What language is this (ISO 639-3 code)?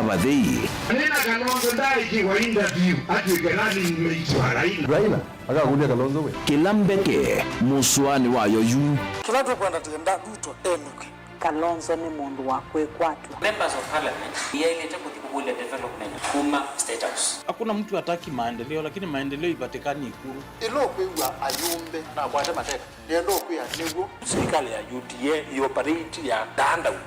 kam